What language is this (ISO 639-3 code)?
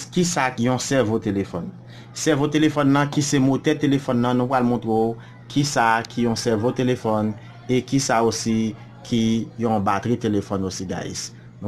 hat